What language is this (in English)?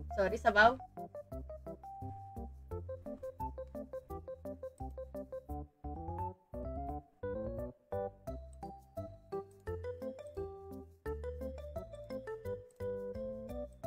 Filipino